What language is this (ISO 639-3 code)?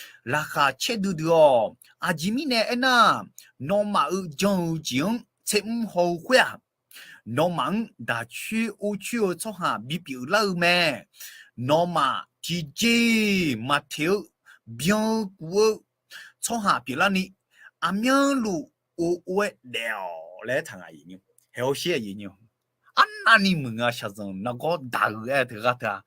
ahk